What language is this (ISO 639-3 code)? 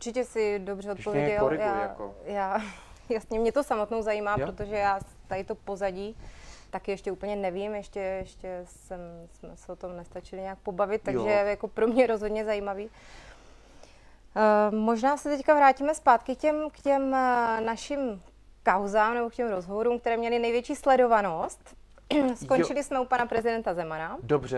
ces